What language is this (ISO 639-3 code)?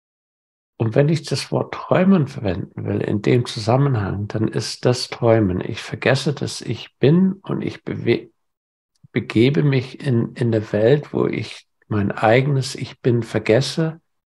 deu